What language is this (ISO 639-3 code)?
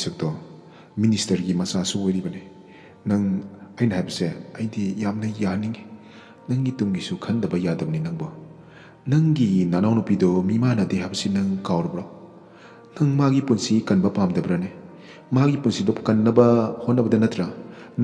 mni